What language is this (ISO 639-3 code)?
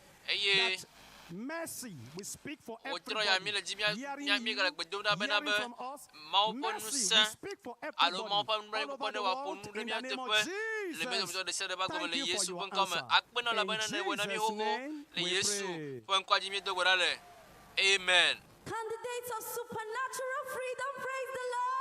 ewe